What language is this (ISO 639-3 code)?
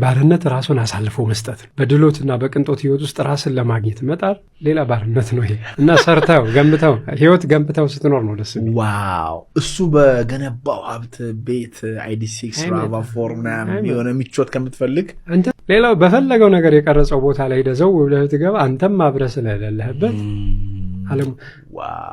amh